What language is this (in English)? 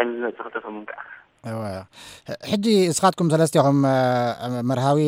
Tigrinya